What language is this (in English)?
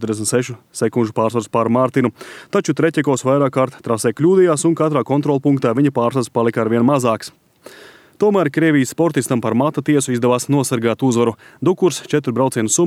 Latvian